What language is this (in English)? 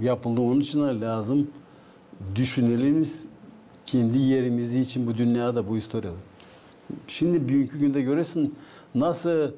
Gagauz